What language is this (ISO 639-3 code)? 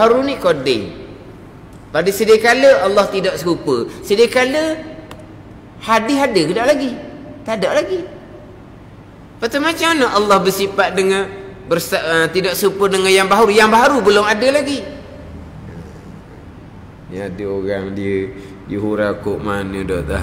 msa